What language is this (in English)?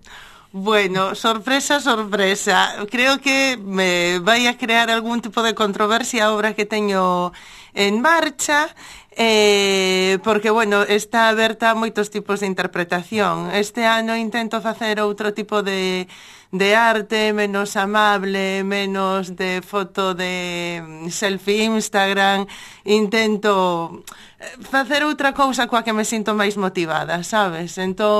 Galician